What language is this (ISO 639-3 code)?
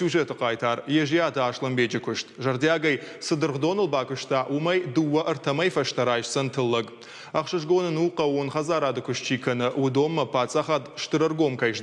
oss